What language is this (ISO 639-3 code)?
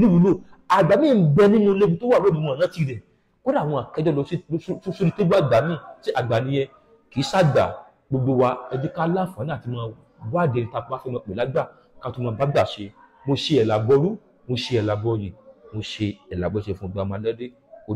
yor